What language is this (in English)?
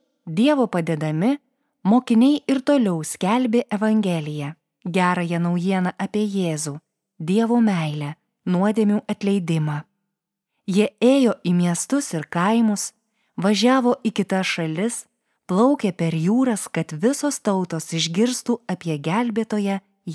Lithuanian